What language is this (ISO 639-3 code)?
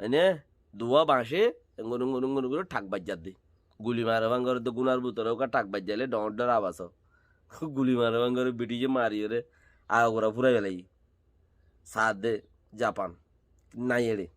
rhg